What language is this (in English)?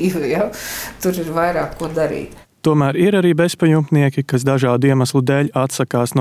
Latvian